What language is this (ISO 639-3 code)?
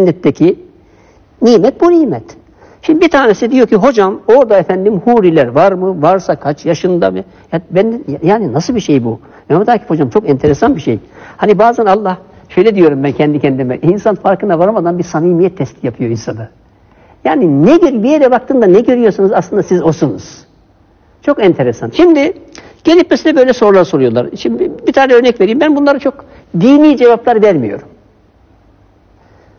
tur